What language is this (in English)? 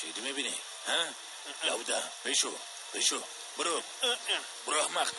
Persian